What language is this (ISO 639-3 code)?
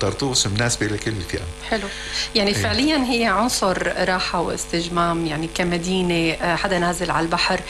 apc